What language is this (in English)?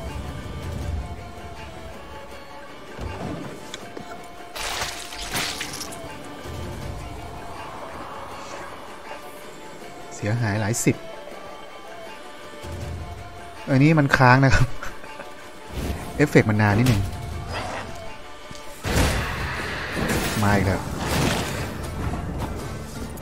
Thai